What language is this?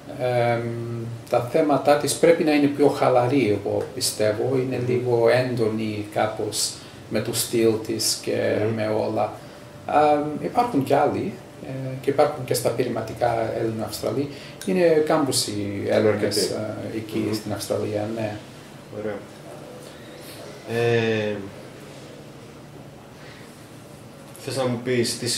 Greek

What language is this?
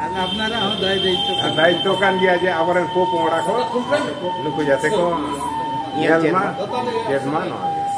Santali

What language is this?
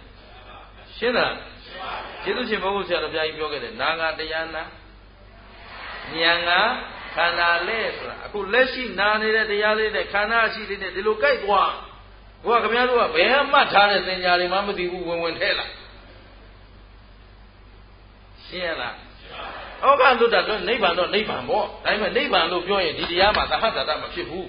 Burmese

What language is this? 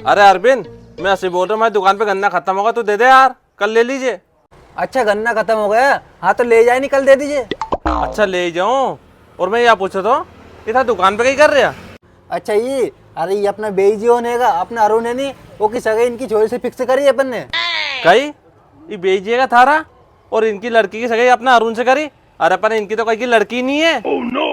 Rajasthani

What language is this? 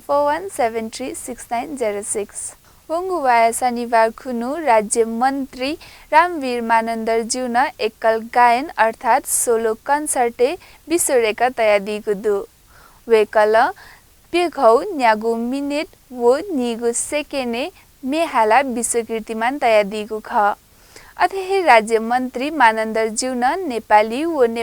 Newari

